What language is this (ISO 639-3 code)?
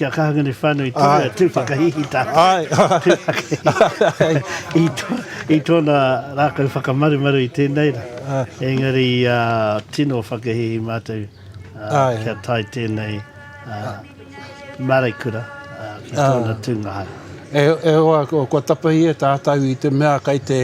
mri